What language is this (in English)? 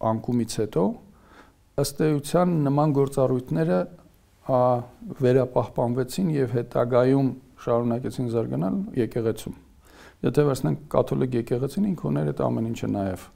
Armenian